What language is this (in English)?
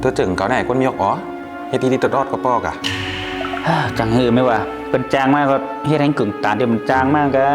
Shan